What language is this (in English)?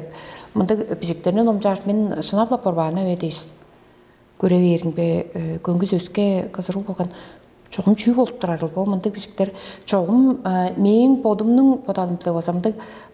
Tuvinian